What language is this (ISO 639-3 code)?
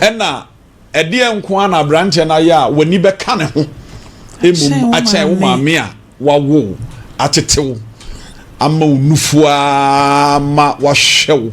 aka